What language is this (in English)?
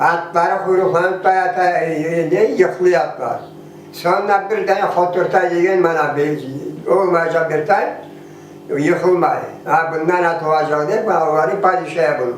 Crimean Tatar